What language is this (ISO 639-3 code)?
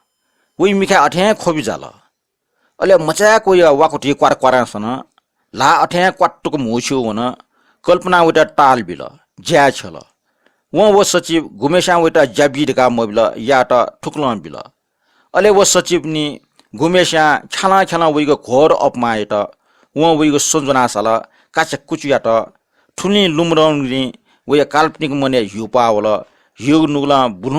new